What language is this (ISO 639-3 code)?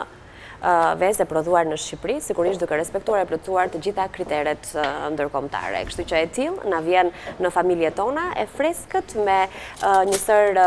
sqi